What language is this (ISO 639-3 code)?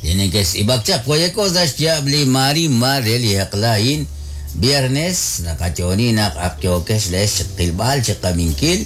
kek